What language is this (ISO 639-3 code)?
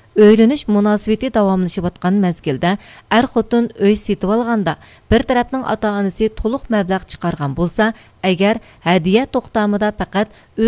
uig